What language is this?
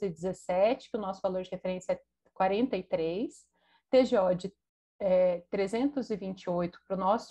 Portuguese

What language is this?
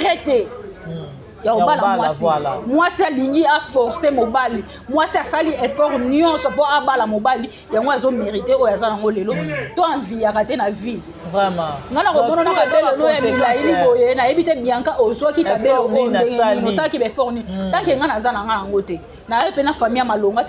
Lingala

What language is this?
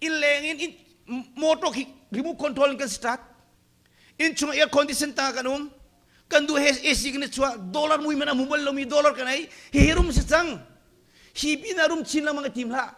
Hakha Chin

